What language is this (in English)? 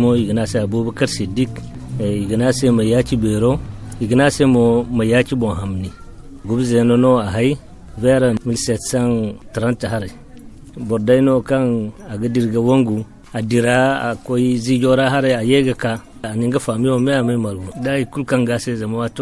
Zarma